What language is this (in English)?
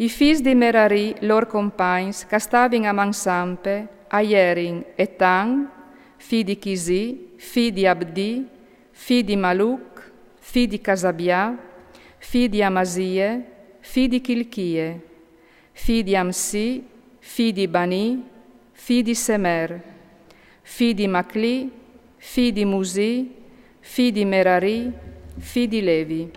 Friulian